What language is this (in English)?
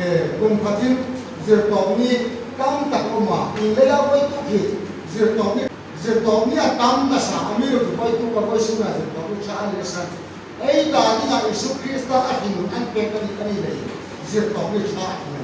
Hmar